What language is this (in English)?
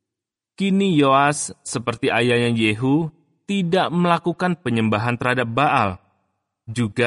Indonesian